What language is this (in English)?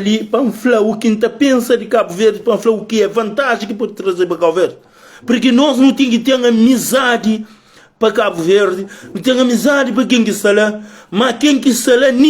Kabuverdianu